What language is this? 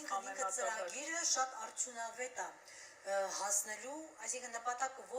Western Armenian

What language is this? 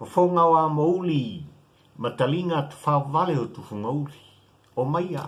Samoan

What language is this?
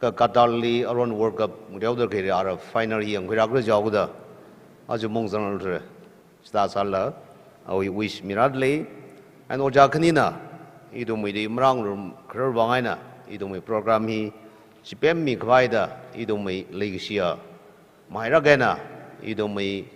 Tangkhul Naga (India)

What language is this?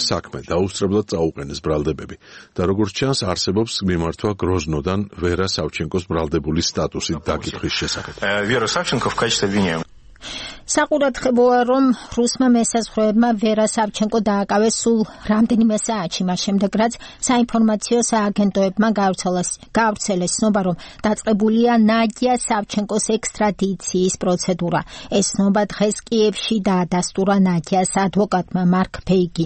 Georgian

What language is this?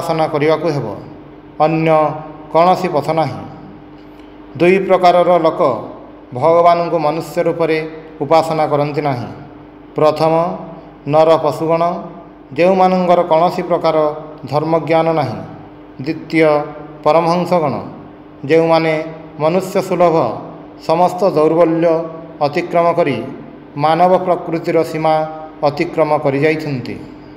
Odia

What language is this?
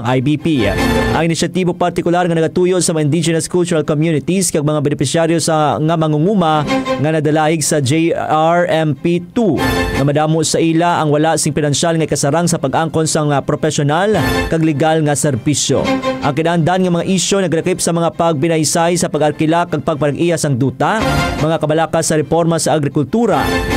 Hiligaynon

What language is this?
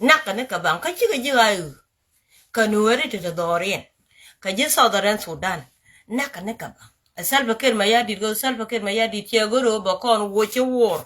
Nuer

